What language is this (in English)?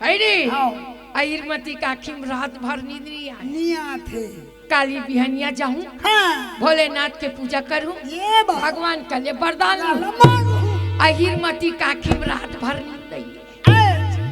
Chhattisgarhi